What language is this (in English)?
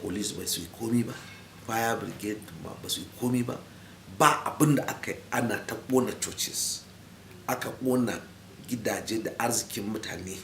Hausa